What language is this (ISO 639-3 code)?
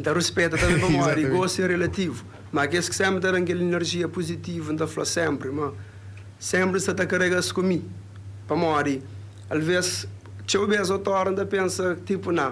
kea